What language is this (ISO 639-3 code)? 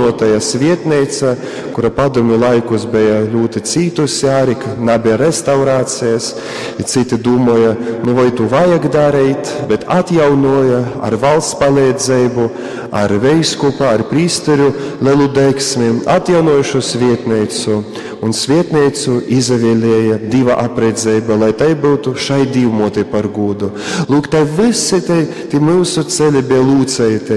ltg